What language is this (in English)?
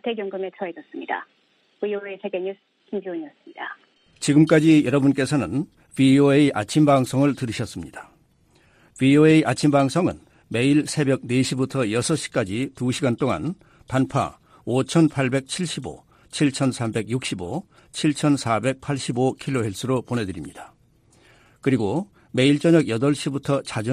Korean